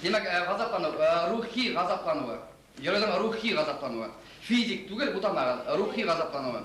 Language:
Bashkir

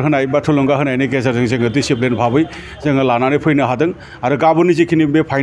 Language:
Bodo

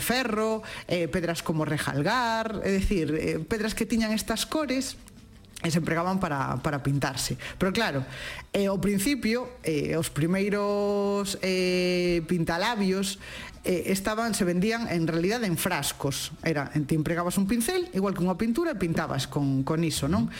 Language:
Galician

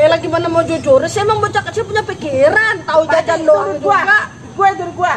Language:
Betawi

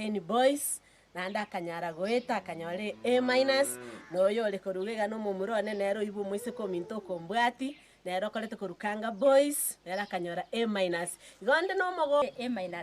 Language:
Gusii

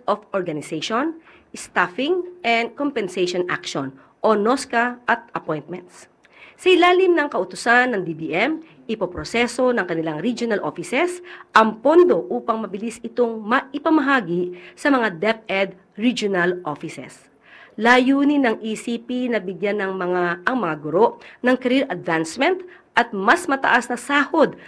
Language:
Filipino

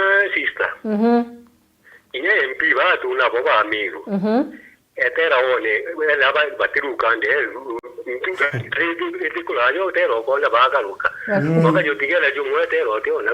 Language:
Meru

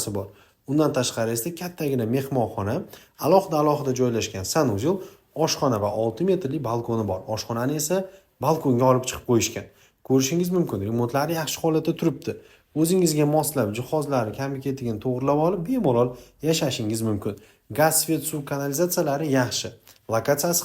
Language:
Uzbek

